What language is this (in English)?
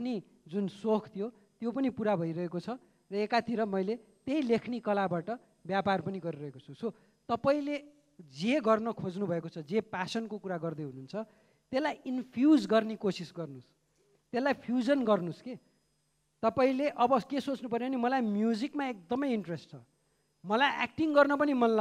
Nepali